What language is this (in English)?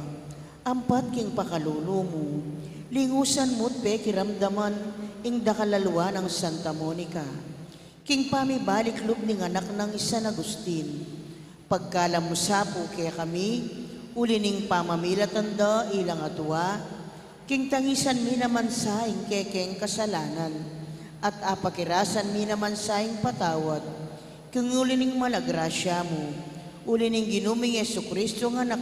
Pampanga